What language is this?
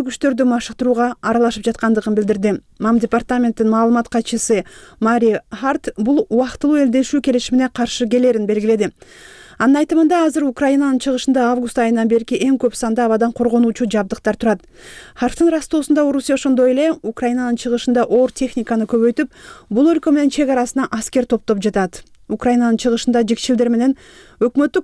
Kyrgyz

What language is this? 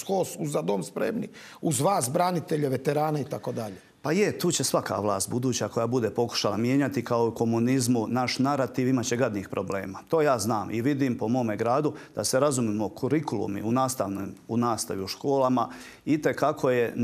Croatian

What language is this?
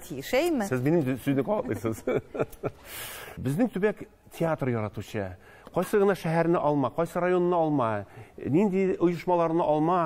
Tatar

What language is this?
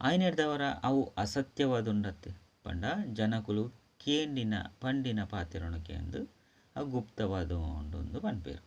Tulu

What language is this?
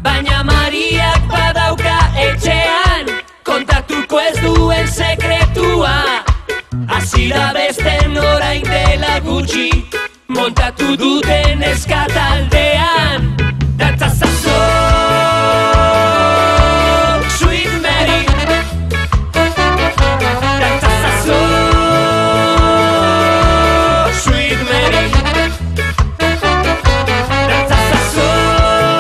Basque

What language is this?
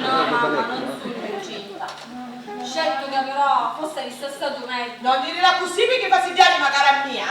Sicilian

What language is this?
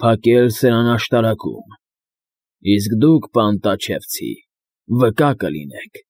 Armenian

